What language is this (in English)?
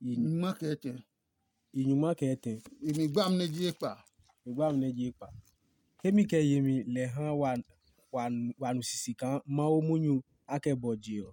Adangme